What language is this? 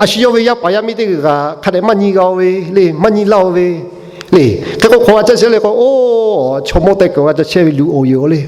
Lahu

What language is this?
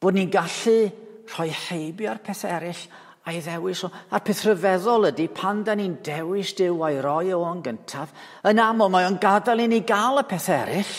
Welsh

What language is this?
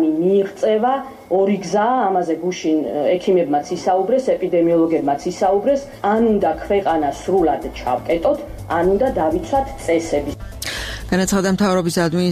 Georgian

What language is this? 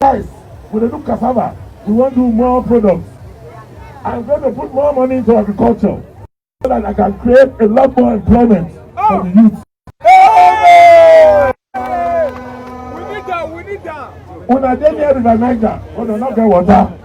Nigerian Pidgin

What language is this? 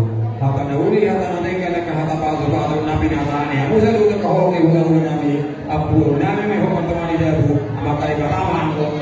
Batak Toba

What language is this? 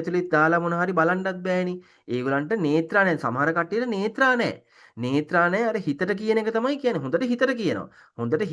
Sinhala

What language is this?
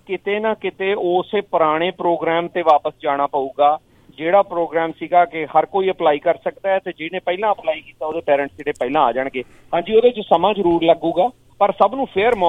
Punjabi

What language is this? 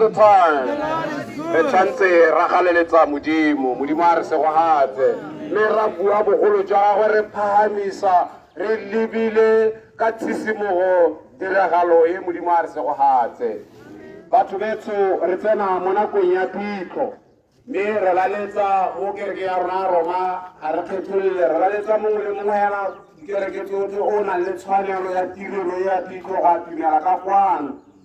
Tswana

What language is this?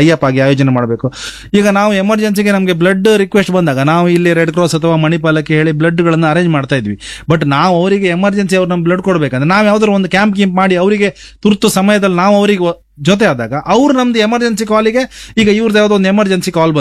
Kannada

